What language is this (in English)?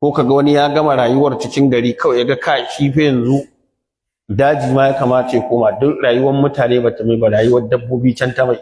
Hausa